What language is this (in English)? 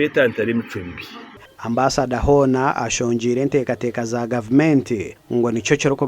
Nyankole